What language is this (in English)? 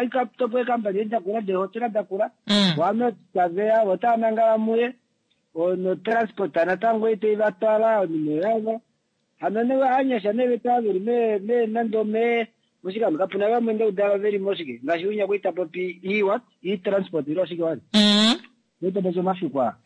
Kuanyama